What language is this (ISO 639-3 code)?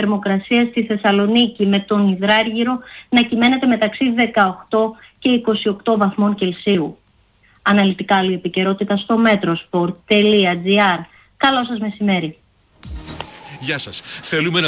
ell